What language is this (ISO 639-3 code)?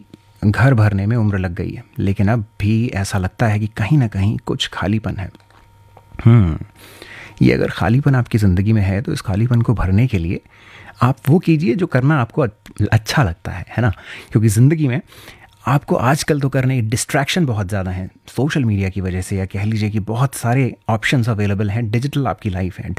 hin